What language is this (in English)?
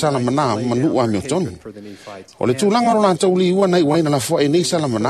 Samoan